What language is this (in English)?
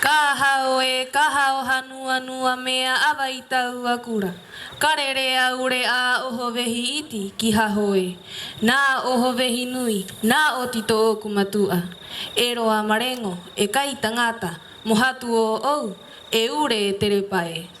Rapanui